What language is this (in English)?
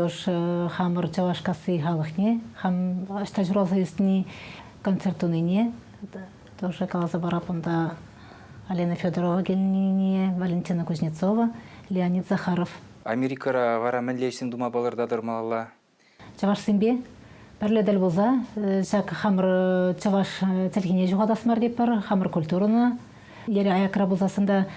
Chuvash